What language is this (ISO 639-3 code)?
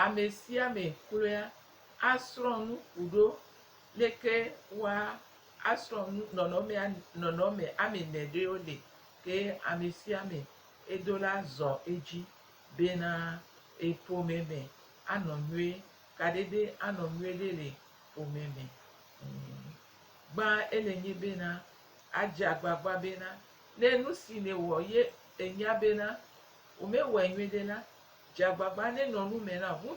gej